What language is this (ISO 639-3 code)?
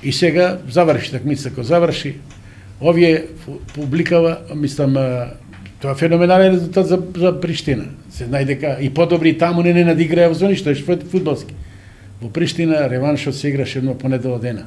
mkd